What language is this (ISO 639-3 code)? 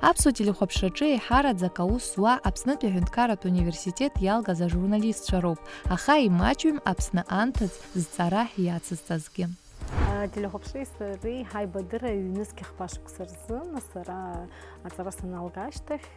abk